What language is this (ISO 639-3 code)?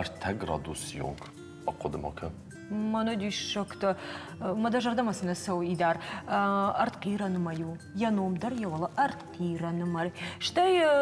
oss